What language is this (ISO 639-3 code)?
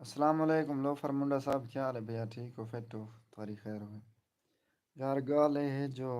skr